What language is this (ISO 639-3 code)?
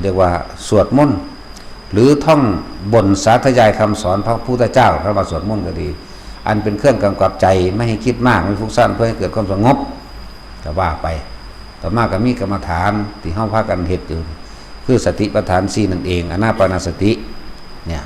lao